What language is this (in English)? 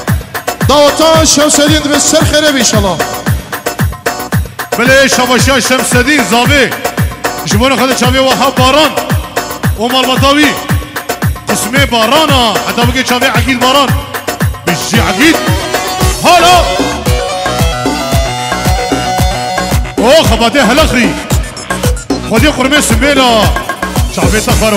Kurdish